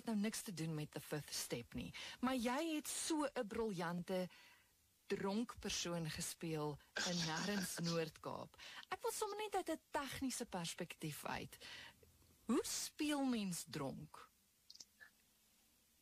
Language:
Afrikaans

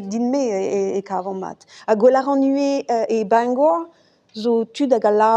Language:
Breton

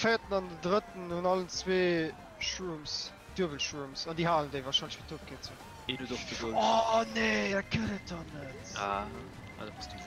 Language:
Luxembourgish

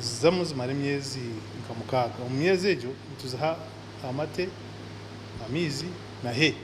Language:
Nyankole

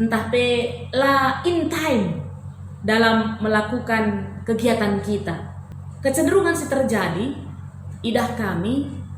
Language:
Batak Karo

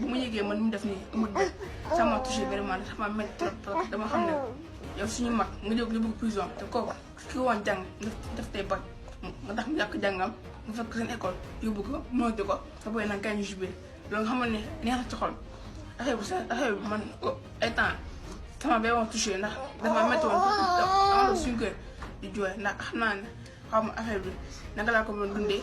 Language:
Wolof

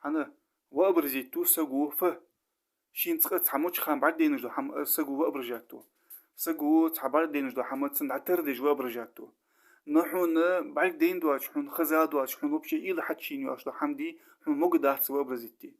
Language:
Ingush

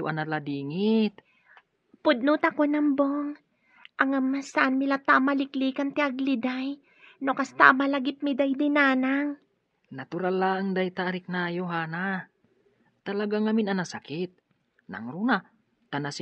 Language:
Iloko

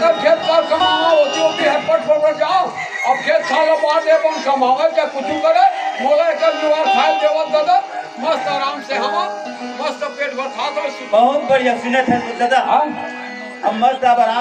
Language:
Chhattisgarhi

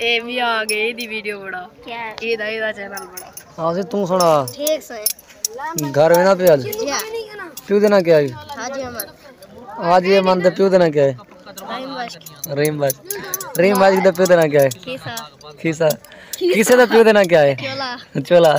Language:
Saraiki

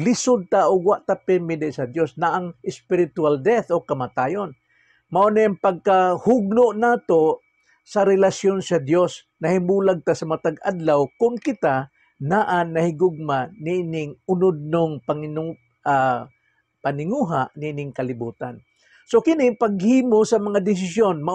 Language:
Cebuano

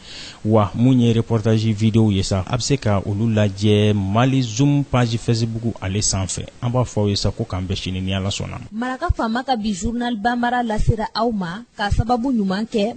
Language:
Bambara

